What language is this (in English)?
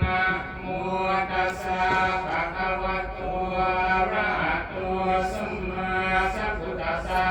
Pali